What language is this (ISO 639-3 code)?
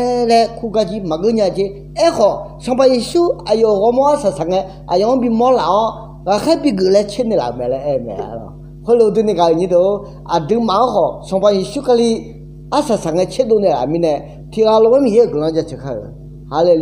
ahk